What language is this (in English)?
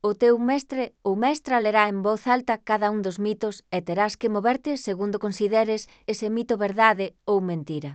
Galician